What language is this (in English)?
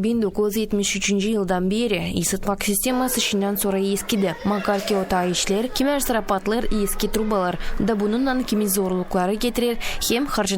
Gagauz